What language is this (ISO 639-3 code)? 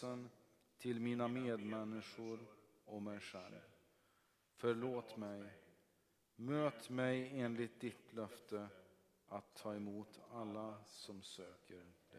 swe